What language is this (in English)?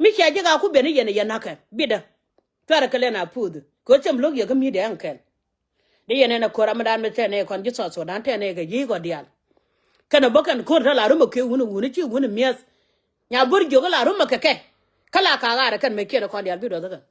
Nuer